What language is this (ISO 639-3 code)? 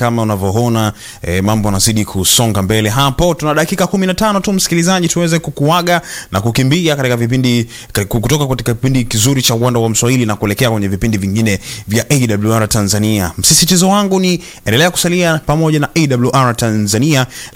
swa